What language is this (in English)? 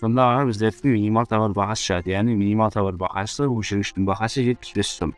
Kara-Kalpak